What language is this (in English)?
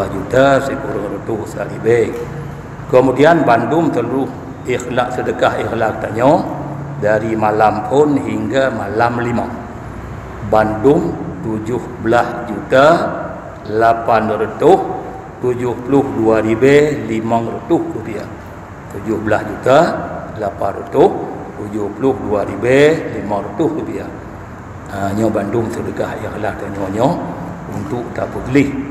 Achinese